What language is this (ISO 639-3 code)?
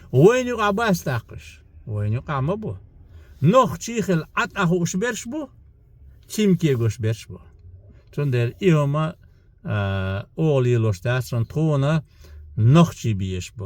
che